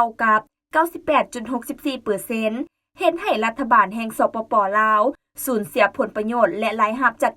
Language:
Lao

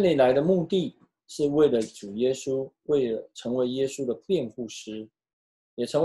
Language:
Chinese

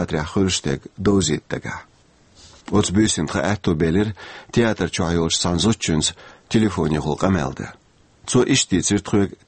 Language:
Chechen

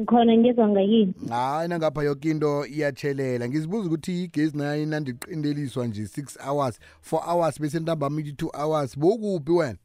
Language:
South Ndebele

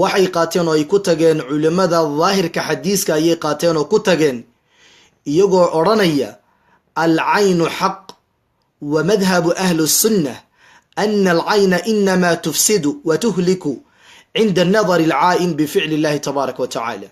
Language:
Somali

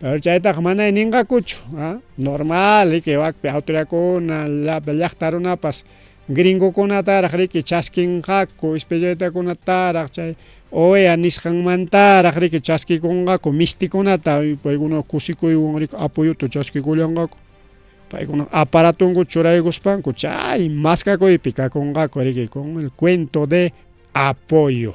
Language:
Ayacucho Quechua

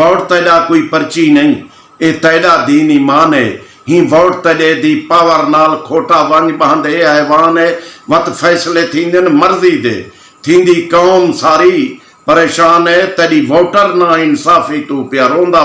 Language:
Saraiki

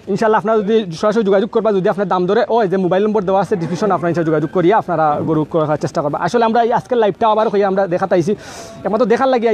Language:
Sylheti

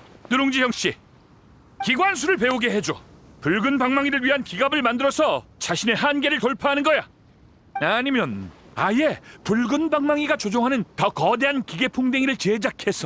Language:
Korean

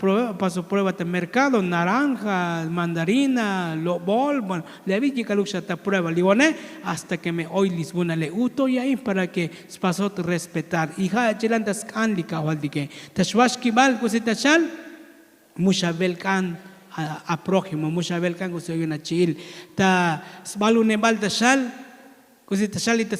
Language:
Tzotzil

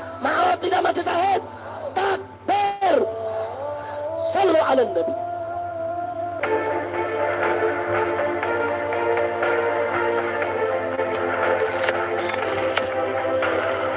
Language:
Indonesian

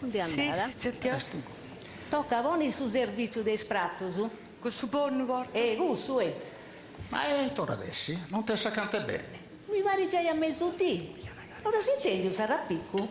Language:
Sardinian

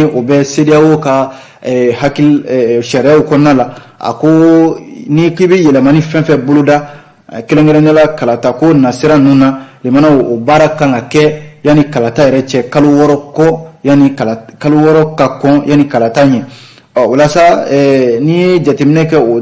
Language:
Bambara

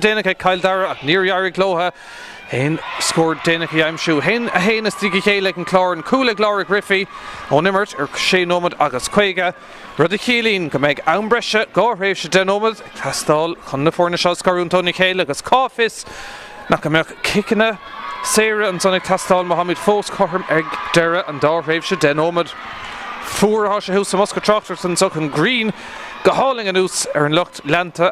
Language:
Irish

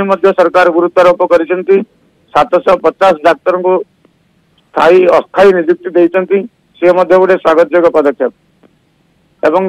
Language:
Odia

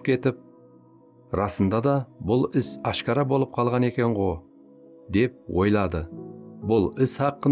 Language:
Kara-Kalpak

